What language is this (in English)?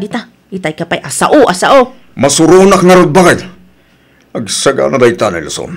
Iloko